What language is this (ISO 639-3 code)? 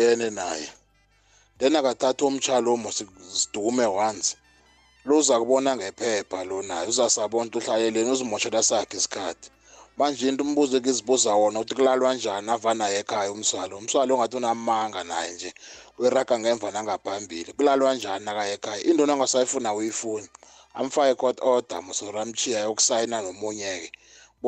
nbl